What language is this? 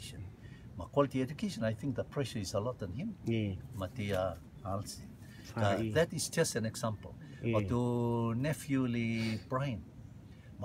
Rotuman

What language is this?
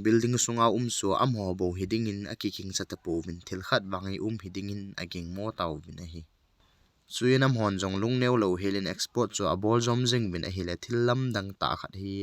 Thado Chin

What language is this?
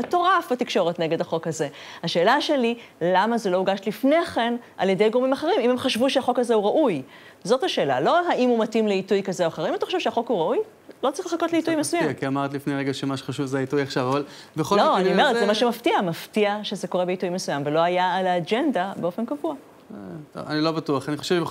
Hebrew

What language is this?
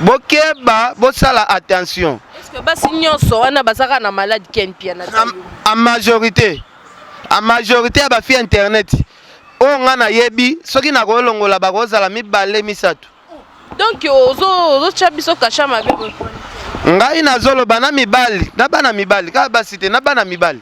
Lingala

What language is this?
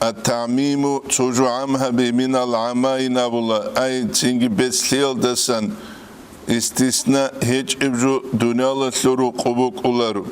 Avaric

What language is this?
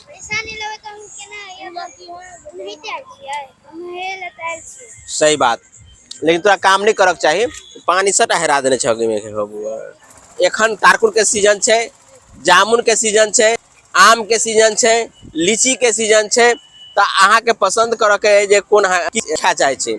Maithili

